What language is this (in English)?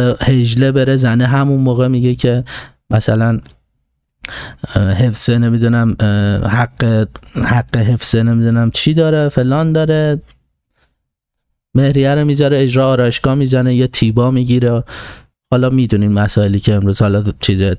Persian